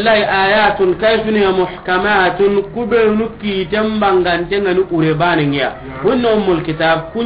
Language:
Soninke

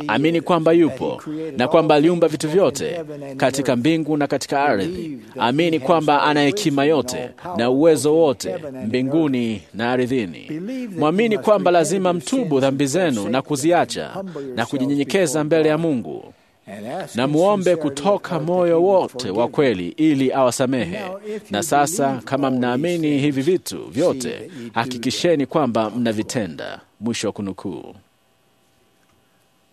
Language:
Swahili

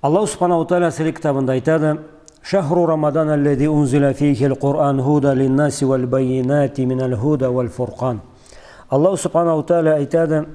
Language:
Karachay-Balkar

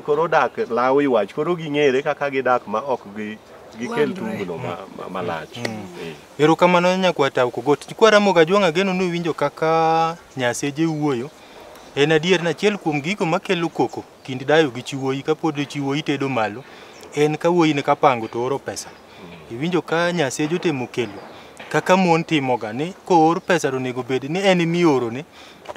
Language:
Luo (Kenya and Tanzania)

